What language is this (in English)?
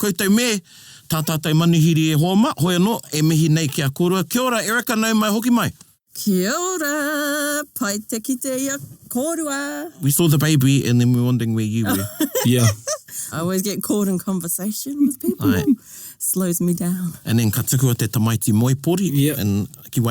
Māori